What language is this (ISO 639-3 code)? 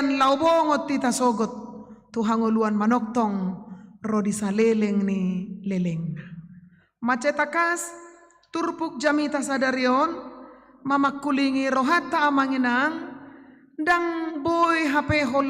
bbc